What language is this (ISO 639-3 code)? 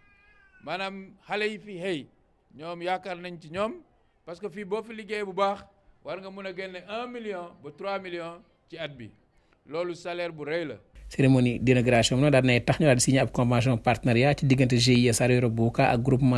wol